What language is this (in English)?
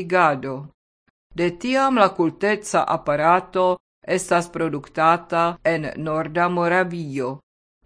Esperanto